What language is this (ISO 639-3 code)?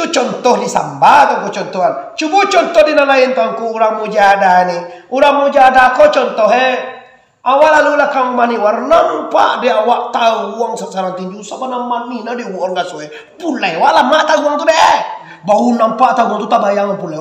min